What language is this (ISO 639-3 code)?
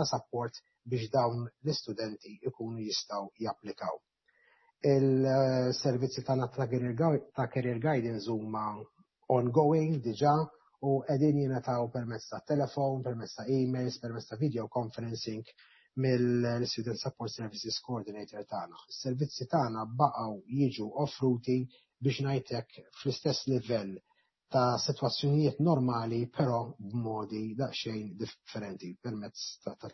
mlt